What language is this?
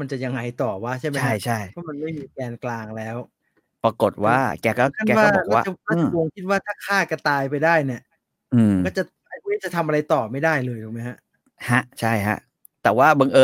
Thai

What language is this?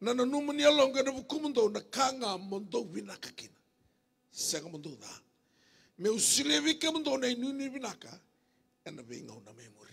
Fijian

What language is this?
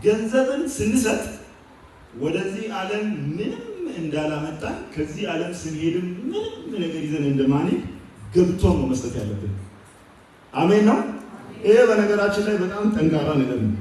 Amharic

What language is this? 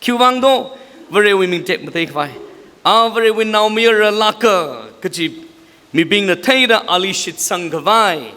Tangkhul Naga (India)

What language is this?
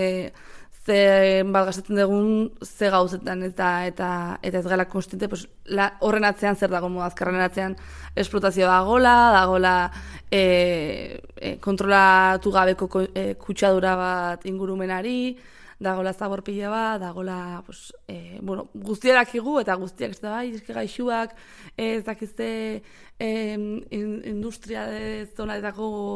Basque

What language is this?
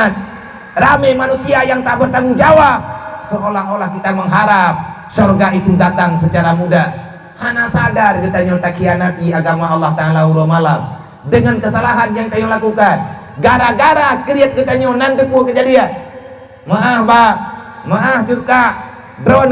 Achinese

